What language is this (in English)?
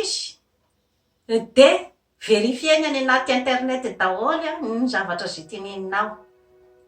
Malagasy